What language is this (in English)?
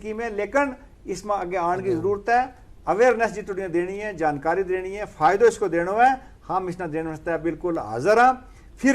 Gujari